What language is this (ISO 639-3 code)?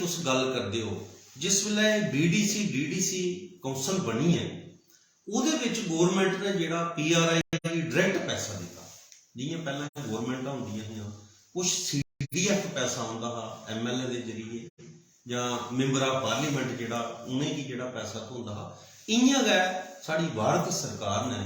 doi